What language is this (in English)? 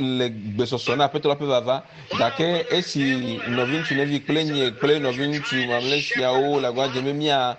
Ewe